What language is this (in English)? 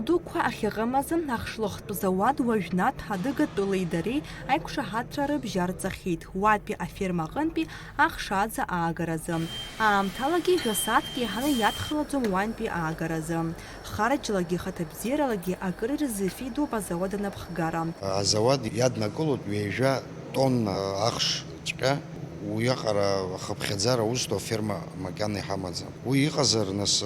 Abkhazian